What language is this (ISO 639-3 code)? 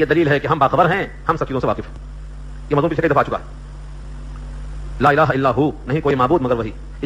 urd